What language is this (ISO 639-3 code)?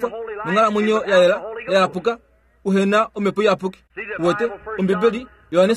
kua